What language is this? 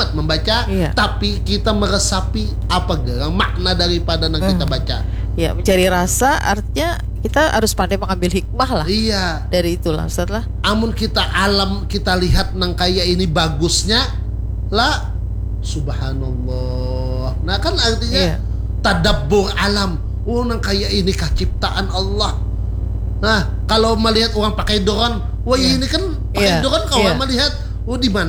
Banjar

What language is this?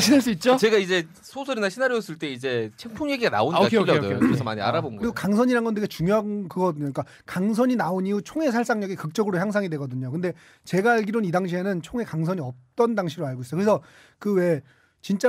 Korean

